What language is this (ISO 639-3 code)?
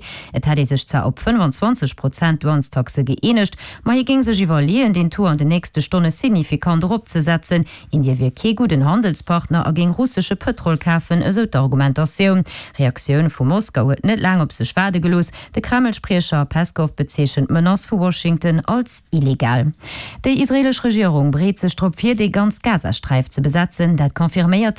ltz